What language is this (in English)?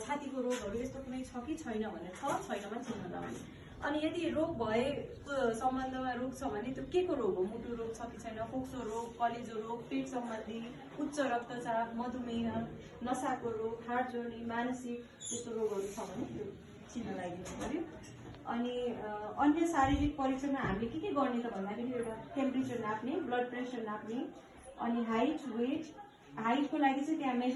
Nepali